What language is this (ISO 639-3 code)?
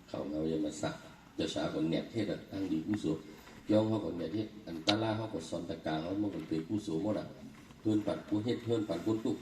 shn